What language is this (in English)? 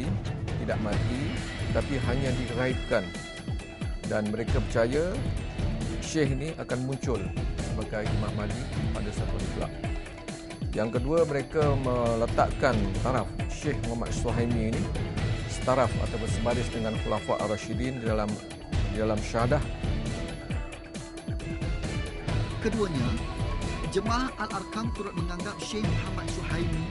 Malay